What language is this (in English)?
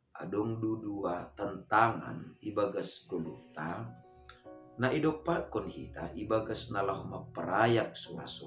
Batak Simalungun